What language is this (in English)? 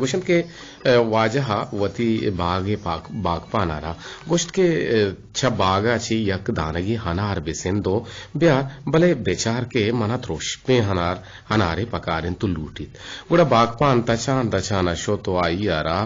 Eastern Balochi